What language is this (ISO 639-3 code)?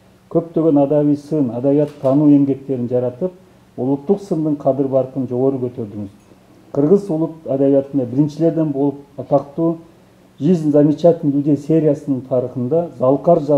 kir